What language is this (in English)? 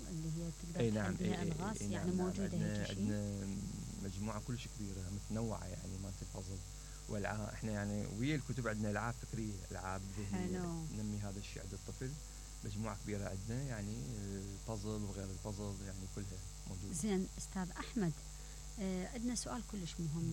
Mesopotamian Arabic